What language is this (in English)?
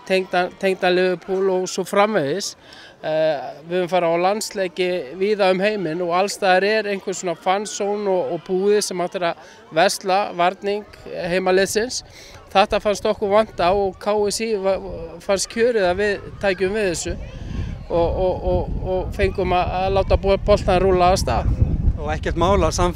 Icelandic